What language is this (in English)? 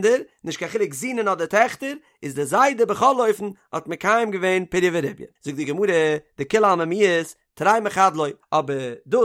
Yiddish